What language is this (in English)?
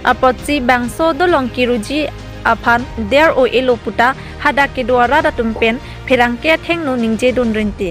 Karbi